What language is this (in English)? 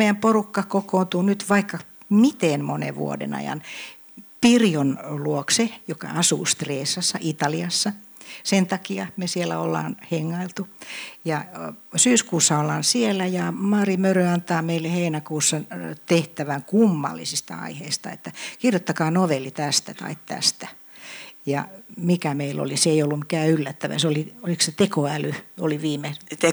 Finnish